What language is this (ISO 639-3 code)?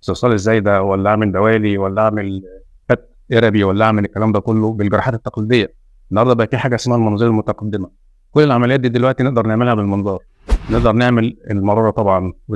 arz